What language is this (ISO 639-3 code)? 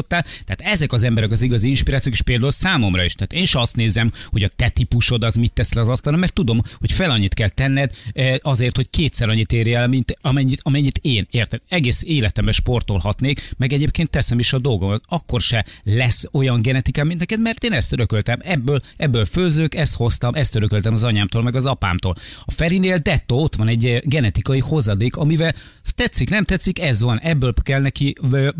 hun